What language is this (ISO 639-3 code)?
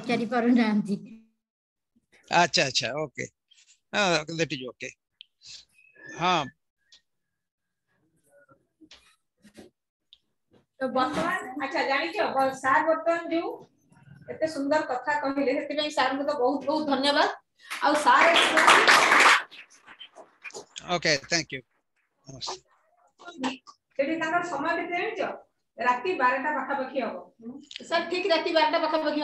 ori